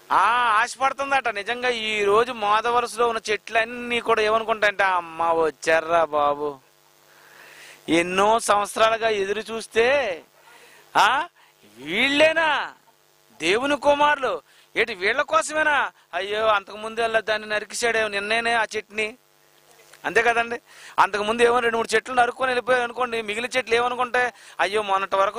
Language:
Telugu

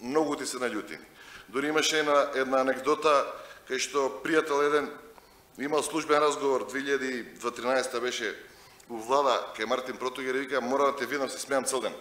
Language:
Macedonian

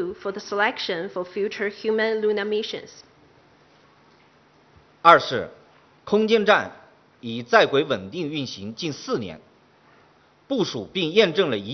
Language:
Chinese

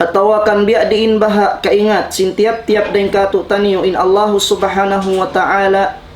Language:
Tausug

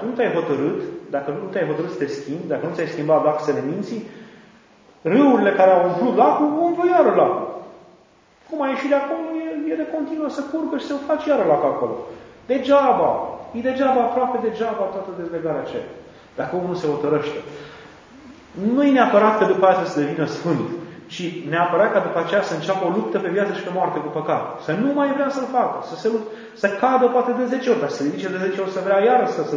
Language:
Romanian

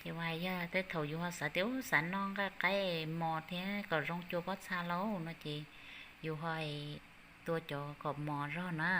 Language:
Hmong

